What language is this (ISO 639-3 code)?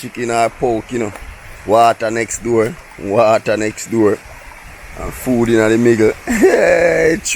jam